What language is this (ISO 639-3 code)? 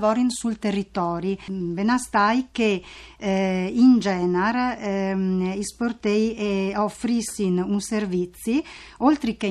fur